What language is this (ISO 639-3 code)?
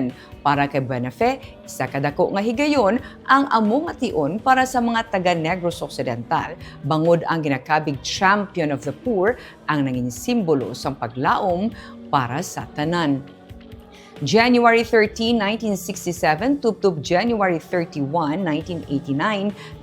hil